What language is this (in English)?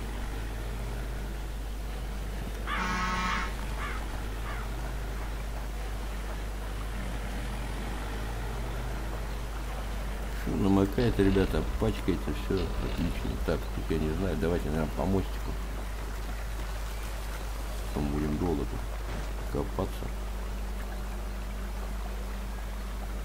Russian